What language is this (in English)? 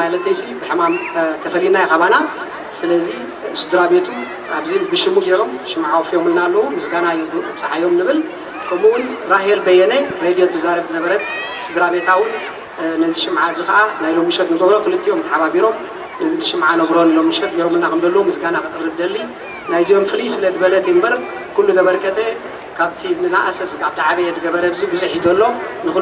Tigrinya